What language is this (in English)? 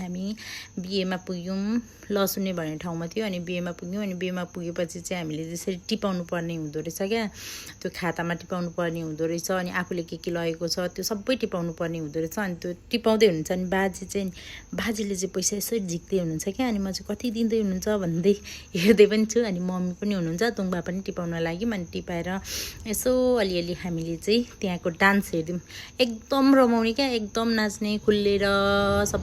Nepali